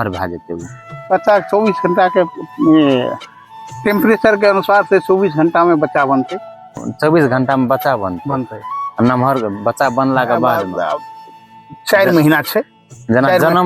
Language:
Maithili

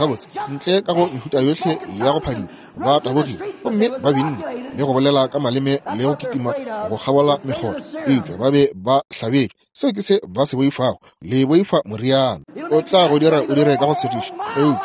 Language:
Northern Sotho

